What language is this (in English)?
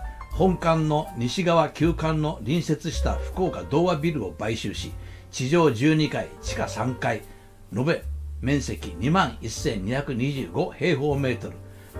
Japanese